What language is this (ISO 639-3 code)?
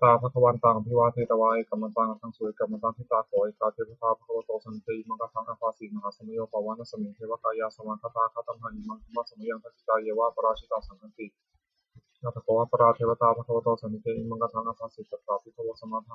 pli